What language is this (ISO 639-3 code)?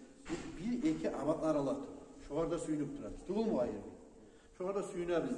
kum